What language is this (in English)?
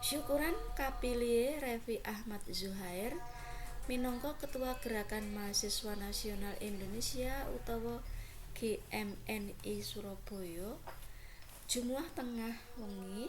Javanese